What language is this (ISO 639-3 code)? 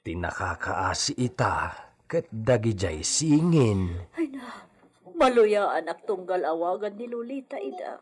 ilo